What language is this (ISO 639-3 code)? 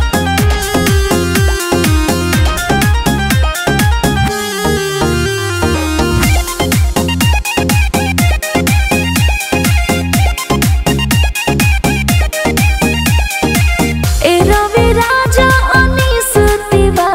bho